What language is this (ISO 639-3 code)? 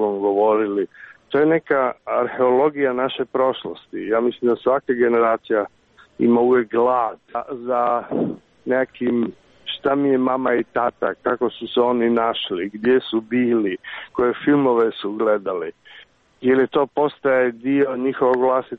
srp